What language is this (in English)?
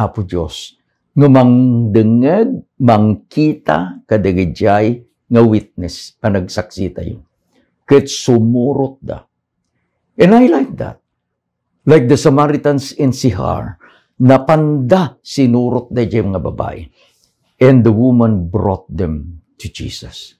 Iloko